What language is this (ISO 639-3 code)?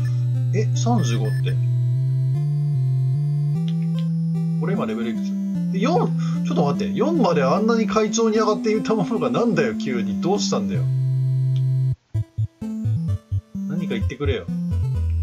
jpn